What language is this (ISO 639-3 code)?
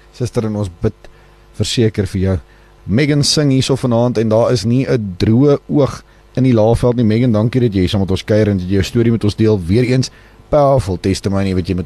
afr